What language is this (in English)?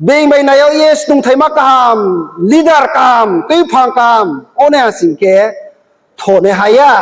Riang (India)